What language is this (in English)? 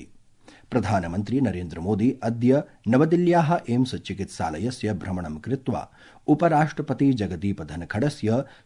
Sanskrit